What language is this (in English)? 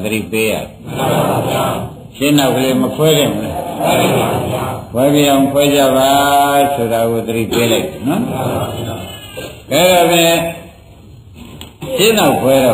Burmese